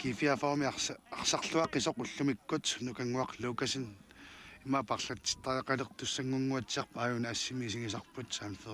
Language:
Kalaallisut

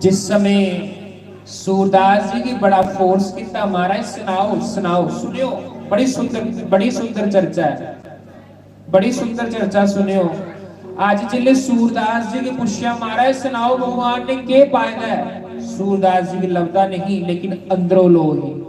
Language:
Dogri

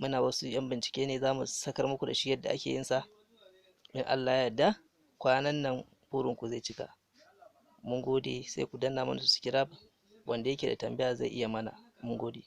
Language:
Hausa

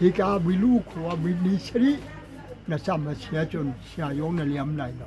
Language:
Hakha Chin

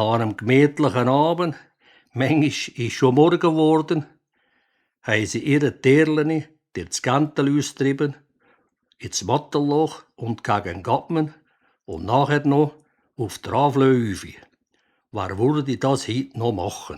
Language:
Swiss German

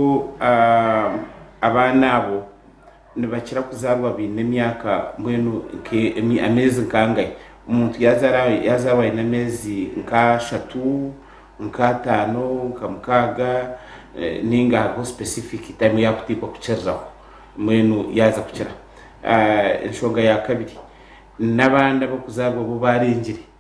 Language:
Nyankole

